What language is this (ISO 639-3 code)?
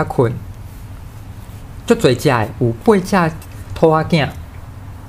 nan